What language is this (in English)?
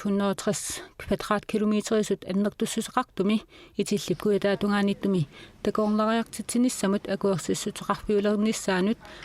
Kalaallisut